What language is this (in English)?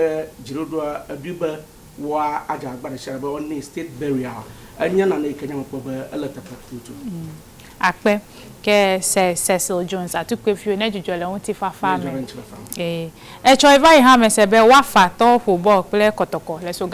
Ewe